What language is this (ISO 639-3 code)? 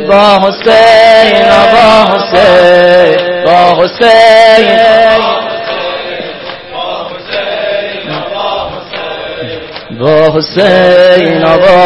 fas